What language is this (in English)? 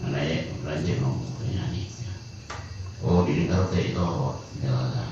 Madurese